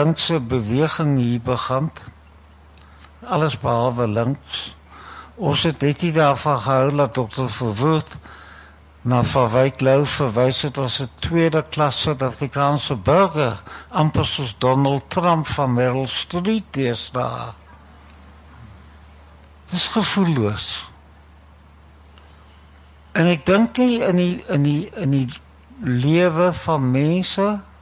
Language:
Afrikaans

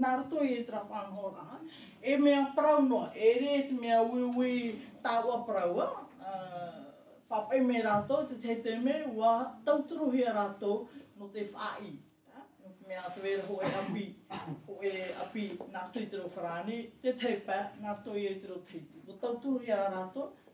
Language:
Tahitian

